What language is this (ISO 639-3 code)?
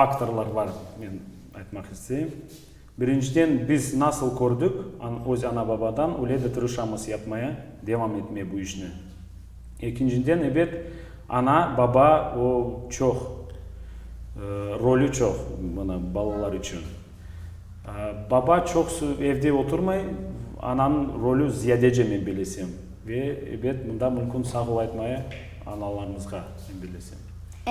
crh